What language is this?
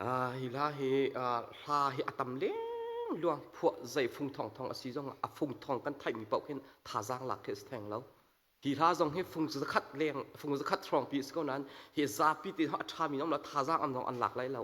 Hakha Chin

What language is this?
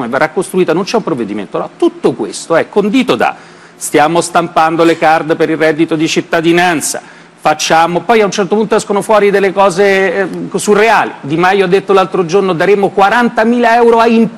Italian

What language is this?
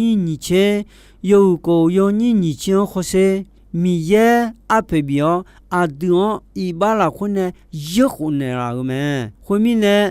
Akha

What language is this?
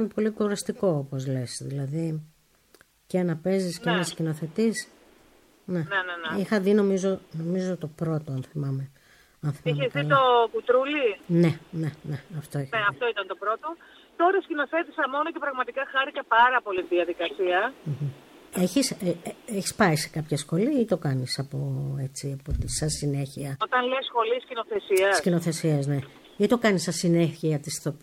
Greek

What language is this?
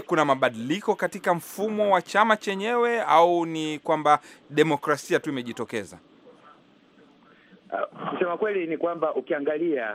Swahili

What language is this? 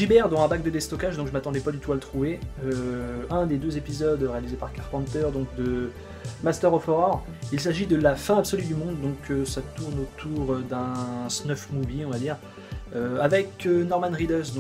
French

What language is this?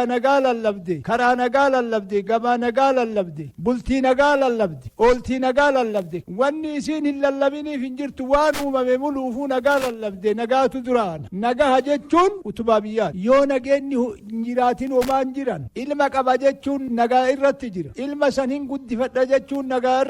Oromo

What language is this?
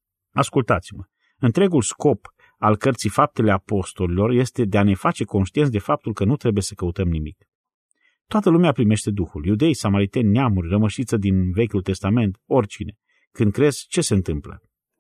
Romanian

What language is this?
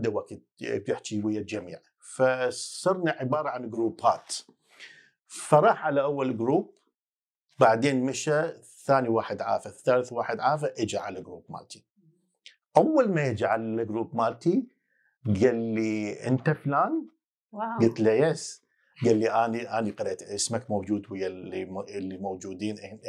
Mesopotamian Arabic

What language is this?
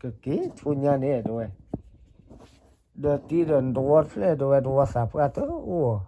S'gaw Karen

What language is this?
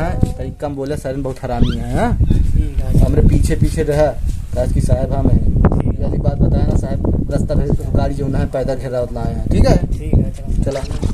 Awadhi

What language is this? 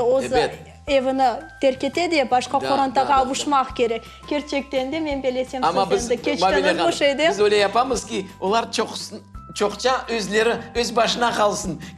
Crimean Tatar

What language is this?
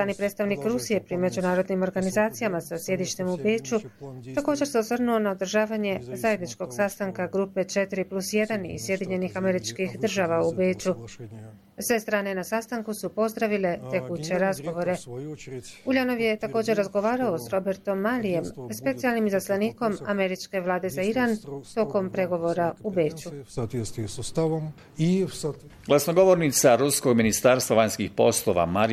Bosnian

